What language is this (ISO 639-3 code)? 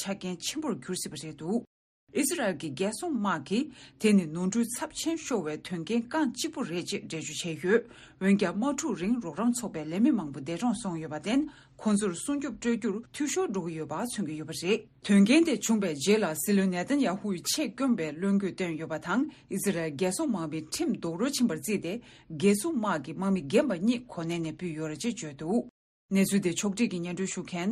bod